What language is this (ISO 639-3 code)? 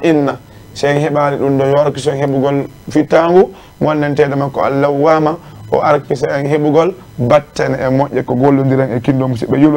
ful